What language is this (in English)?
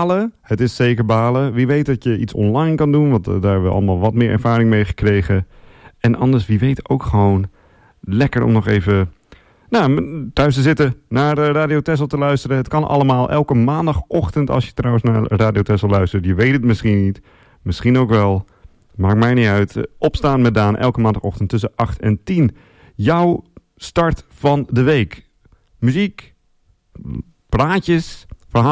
Dutch